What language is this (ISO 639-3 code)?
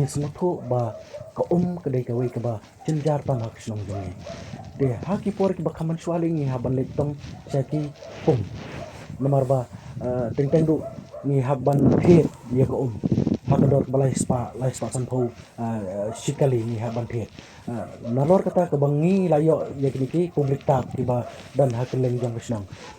kha